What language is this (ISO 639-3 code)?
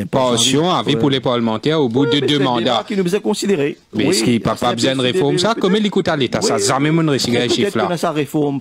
mfe